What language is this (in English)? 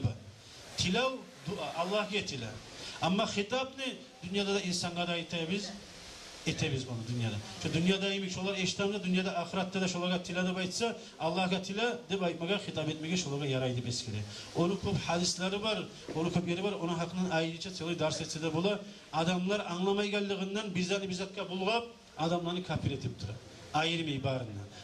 Kumyk